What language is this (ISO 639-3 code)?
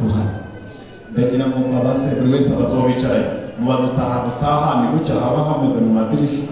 kin